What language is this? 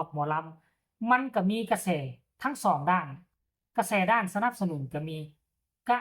Northeastern Thai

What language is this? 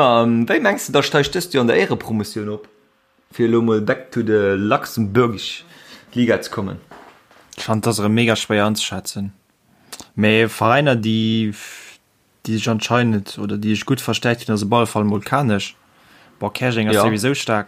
Luxembourgish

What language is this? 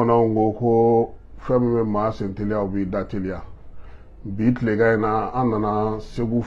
Bambara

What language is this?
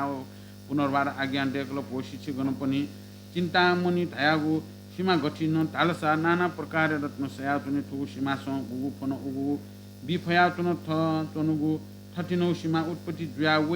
Newari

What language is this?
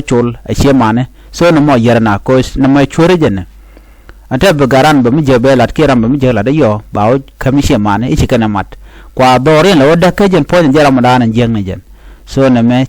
Nuer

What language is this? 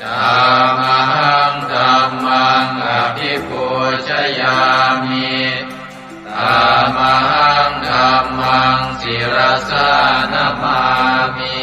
Pali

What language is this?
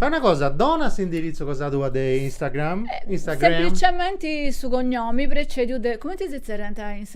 Sardinian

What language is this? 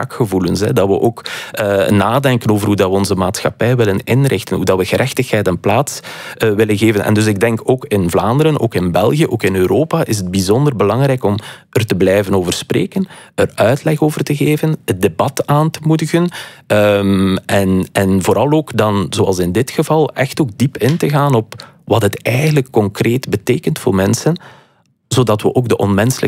Dutch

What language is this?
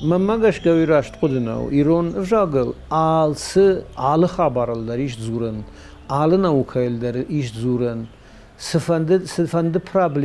Ossetic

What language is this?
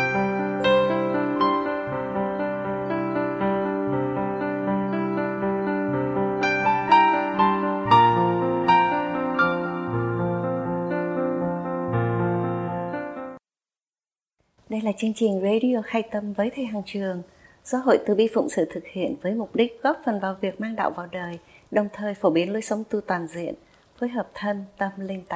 Vietnamese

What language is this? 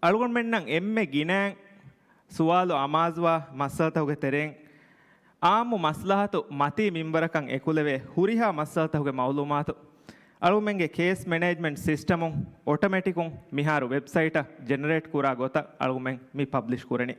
Divehi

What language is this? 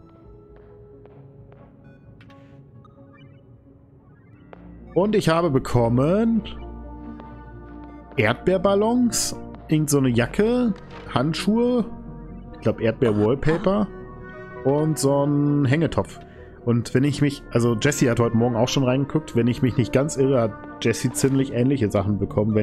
German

